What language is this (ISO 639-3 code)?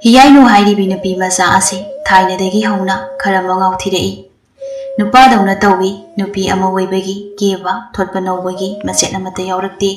mni